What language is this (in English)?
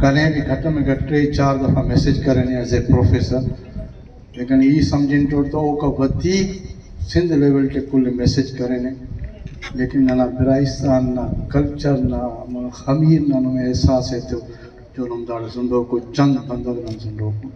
Brahui